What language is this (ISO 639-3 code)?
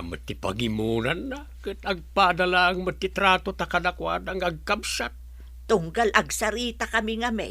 ilo